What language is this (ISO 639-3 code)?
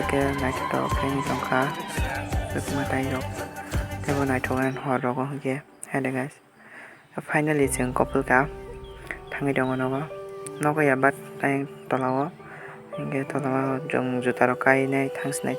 trp